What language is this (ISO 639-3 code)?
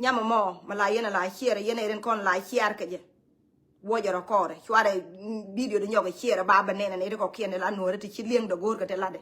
nus